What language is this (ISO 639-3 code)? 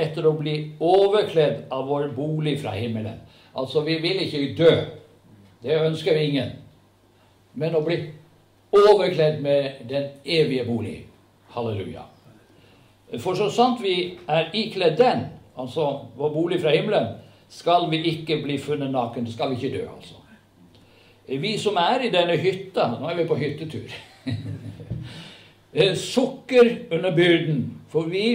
nor